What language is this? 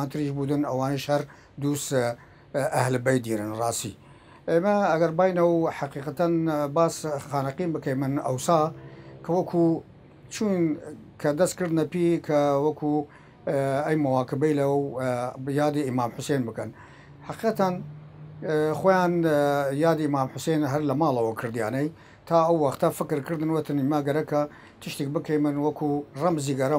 Southern Kurdish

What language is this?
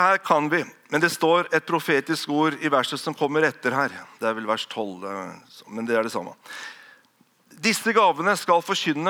Norwegian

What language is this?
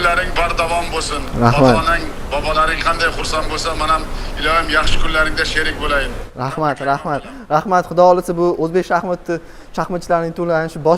Uzbek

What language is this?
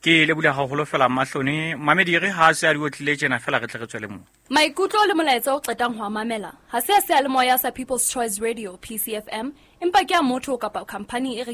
Southern Sotho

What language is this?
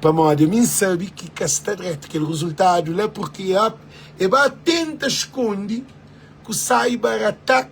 Kabuverdianu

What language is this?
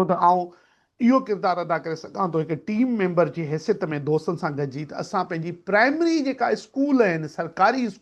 Sindhi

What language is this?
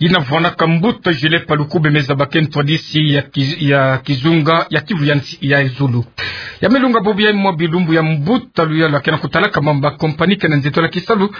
Kituba (Democratic Republic of Congo)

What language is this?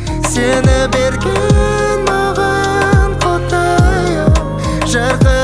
Kazakh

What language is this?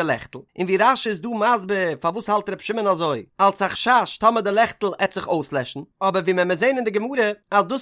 Yiddish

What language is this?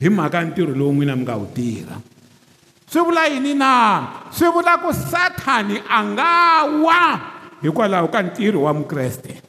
Tsonga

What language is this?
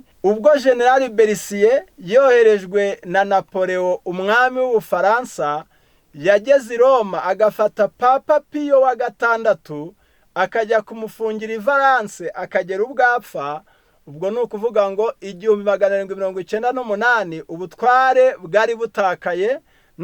Kinyarwanda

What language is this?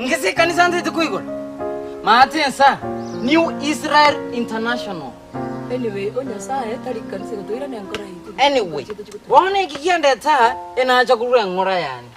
Gusii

